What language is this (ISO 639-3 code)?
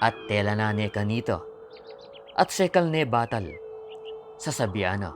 pam